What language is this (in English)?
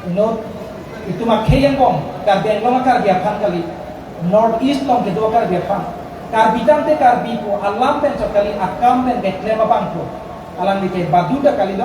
Karbi